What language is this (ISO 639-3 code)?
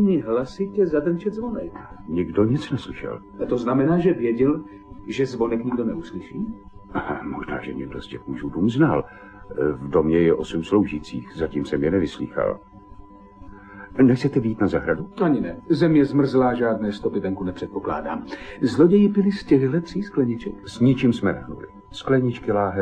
ces